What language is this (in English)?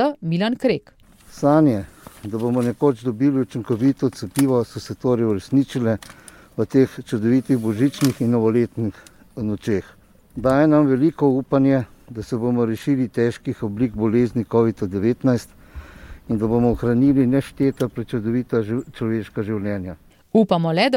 Slovenian